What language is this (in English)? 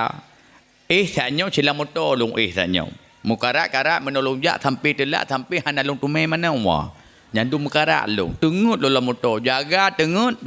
Achinese